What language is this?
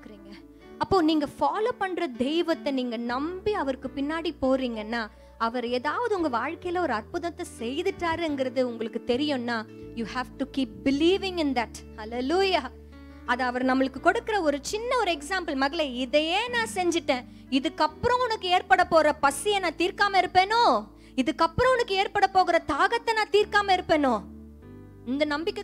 Tamil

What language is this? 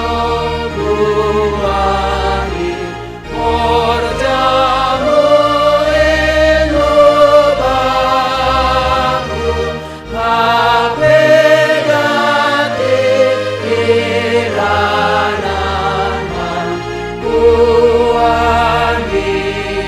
Batak Simalungun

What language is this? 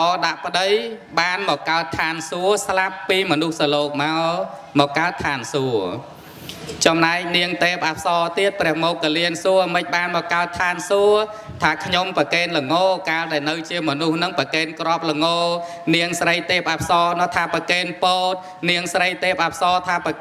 Khmer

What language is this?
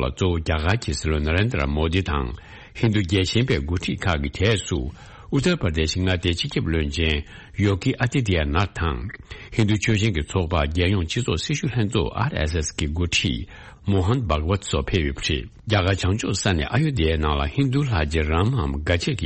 Tibetan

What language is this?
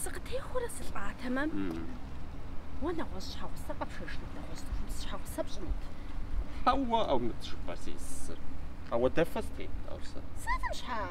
Kabardian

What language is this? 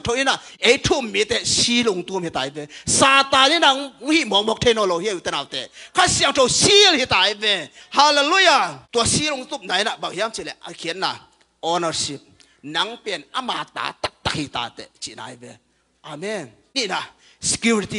Tedim Chin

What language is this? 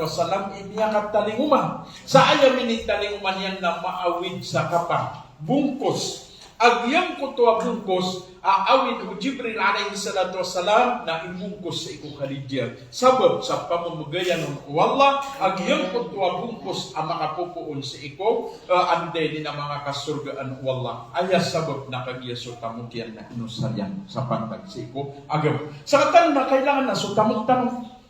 Maranao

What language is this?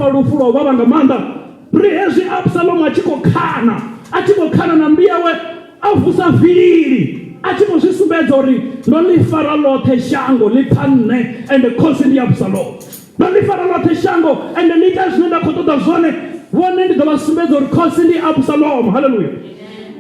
Venda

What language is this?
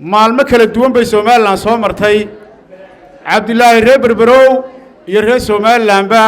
Somali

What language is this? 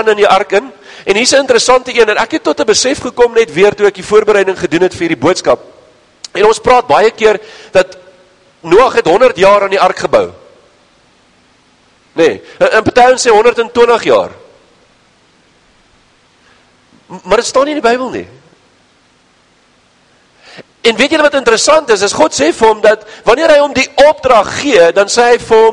Afrikaans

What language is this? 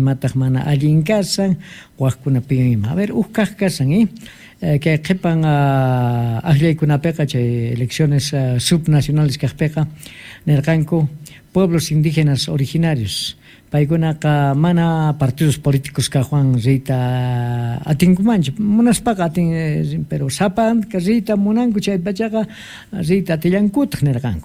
Quechua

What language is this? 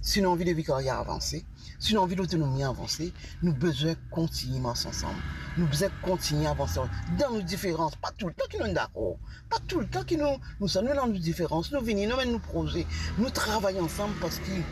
Morisyen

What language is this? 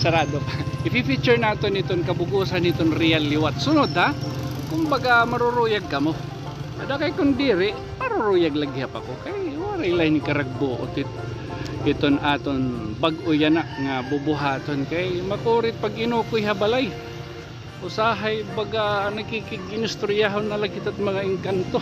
Waray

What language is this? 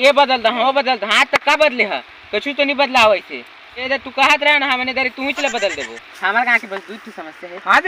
Chhattisgarhi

